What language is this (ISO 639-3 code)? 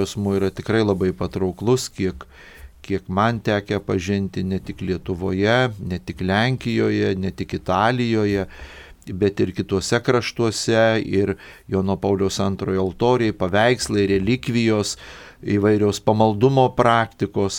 lit